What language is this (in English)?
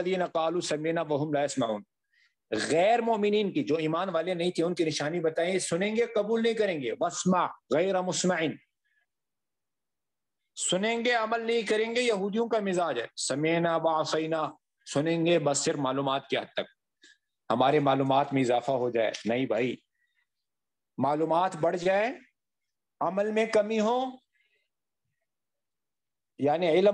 Urdu